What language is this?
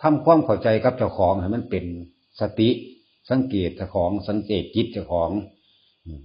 Northeastern Thai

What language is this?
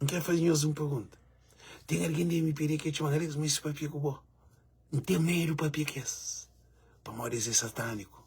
Kabuverdianu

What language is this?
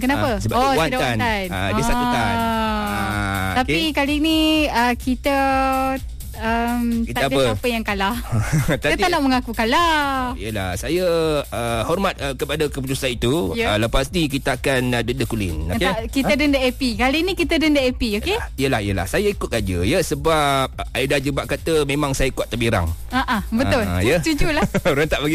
Malay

